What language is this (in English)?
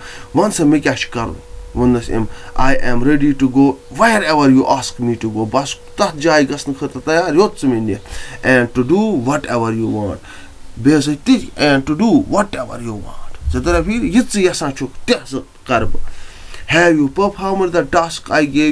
Kashmiri